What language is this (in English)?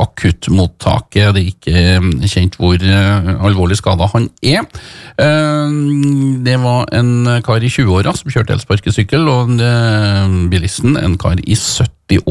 Norwegian